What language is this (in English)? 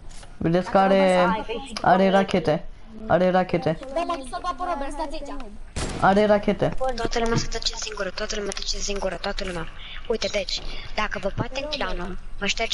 Romanian